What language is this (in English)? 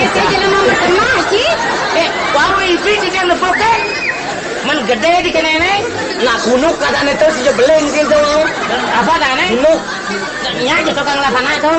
Balinese